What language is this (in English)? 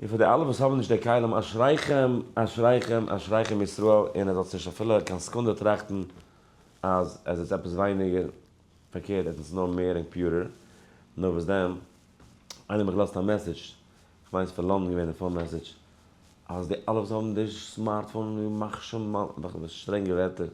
Yiddish